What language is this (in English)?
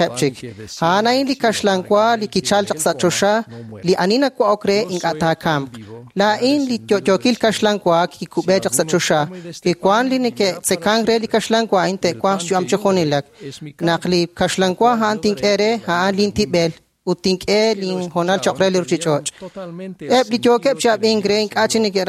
Kekchí